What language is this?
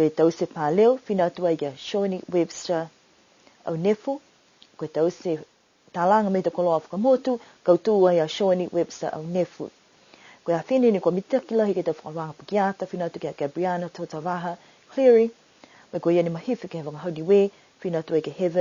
Niuean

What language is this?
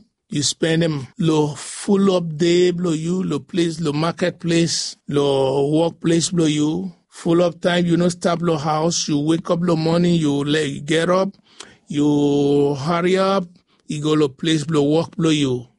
Bislama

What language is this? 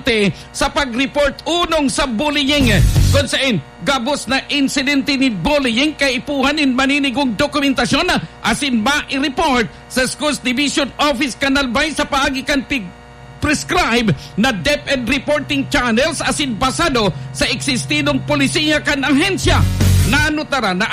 Bikol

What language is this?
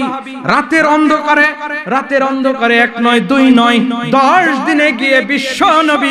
Bangla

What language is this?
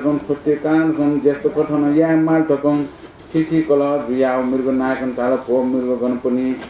Newari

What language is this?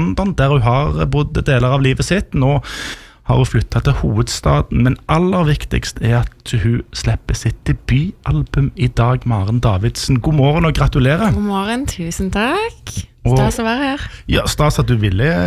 Norwegian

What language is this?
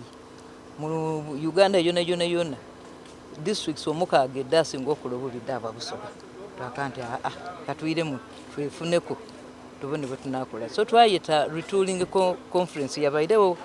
Soga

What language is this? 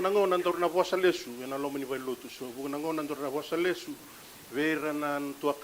Fijian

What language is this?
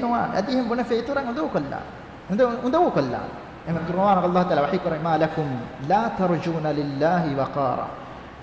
Divehi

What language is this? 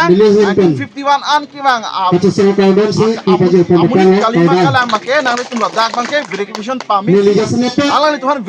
Karbi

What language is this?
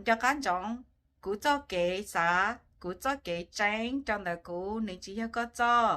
Hmong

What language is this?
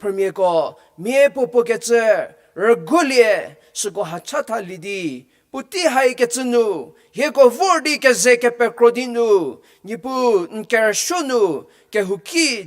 Angami Naga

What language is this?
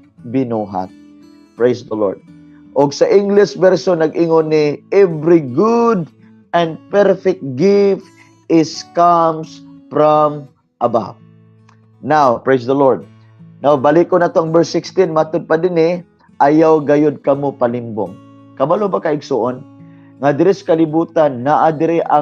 Cebuano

